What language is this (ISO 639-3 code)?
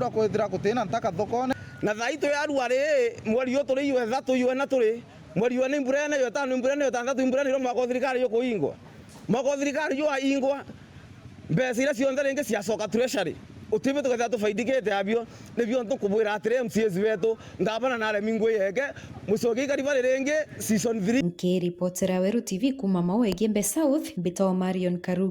mer